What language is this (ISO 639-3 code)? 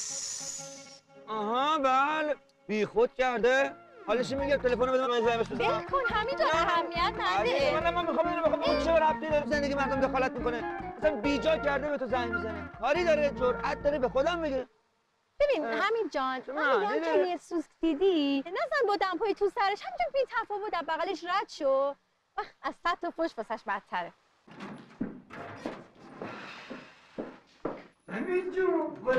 fas